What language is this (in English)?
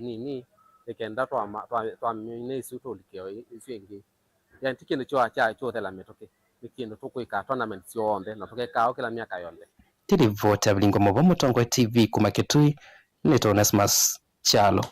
Kamba